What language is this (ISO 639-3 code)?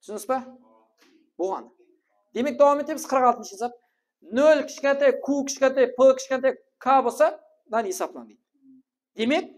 kaa